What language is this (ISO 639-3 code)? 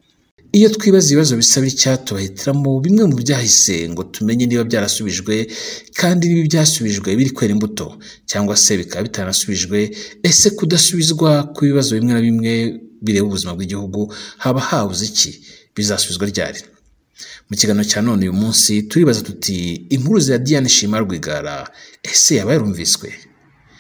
kin